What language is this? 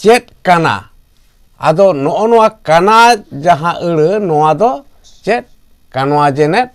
Santali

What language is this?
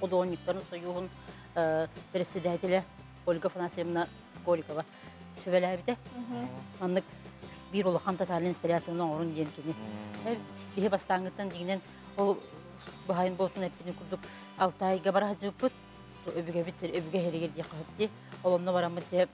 Yakut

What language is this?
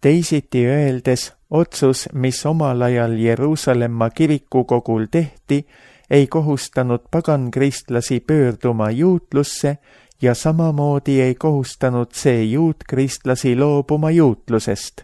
Estonian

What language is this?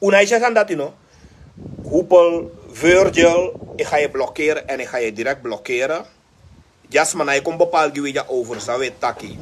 Sranan Tongo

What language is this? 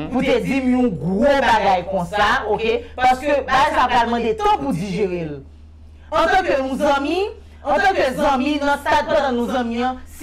Haitian Creole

